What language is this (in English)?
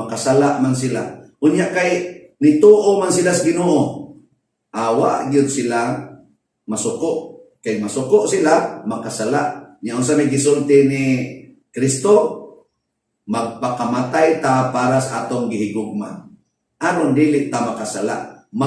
Cebuano